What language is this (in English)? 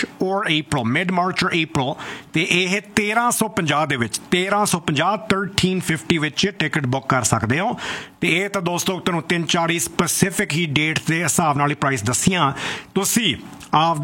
Punjabi